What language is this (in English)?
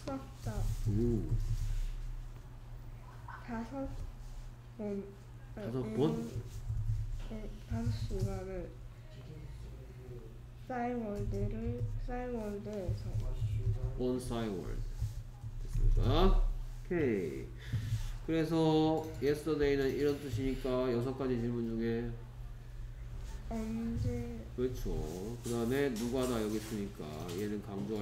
Korean